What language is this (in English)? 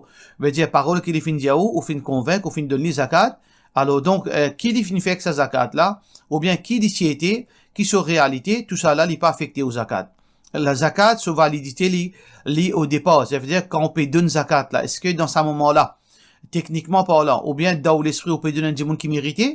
Morisyen